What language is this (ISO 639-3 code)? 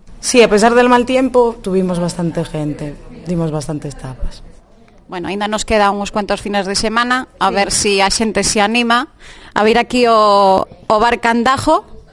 glg